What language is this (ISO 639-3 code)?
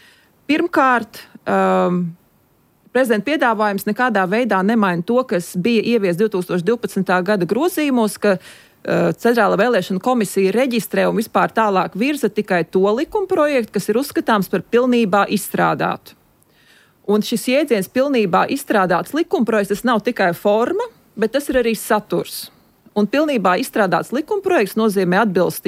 lav